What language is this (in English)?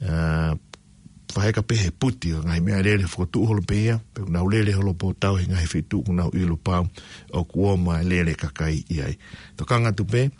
Tongan